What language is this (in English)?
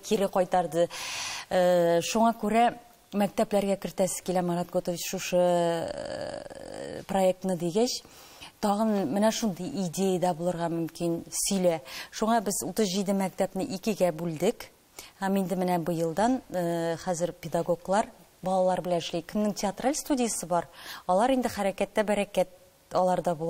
Tatar